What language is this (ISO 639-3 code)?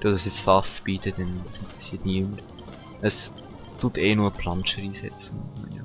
gsw